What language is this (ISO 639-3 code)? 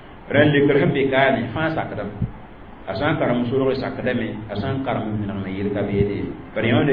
mos